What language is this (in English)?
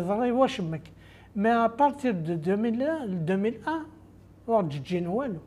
Kabyle